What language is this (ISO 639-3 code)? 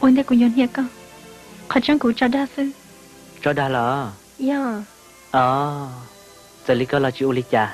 hmn